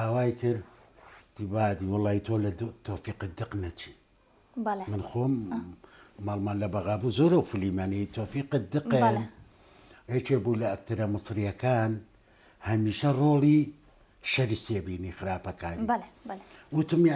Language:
Central Kurdish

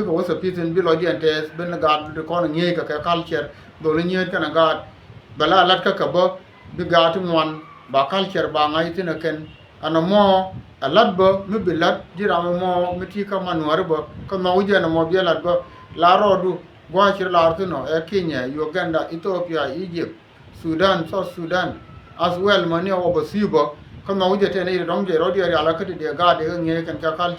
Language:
Nuer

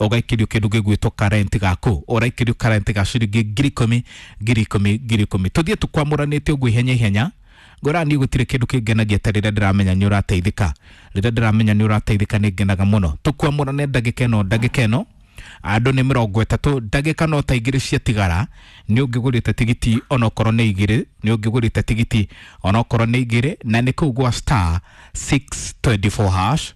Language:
Kikuyu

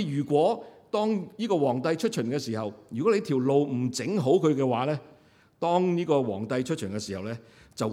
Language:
Cantonese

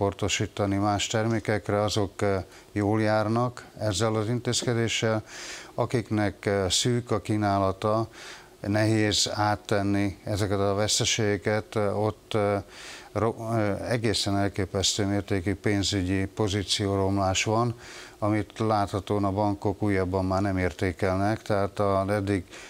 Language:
Hungarian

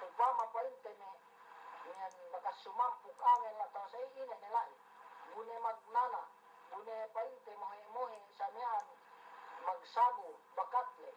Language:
Yakan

